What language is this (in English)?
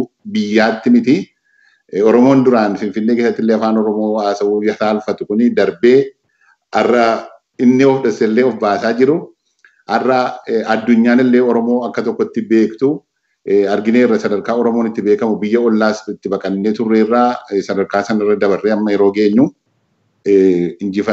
Oromo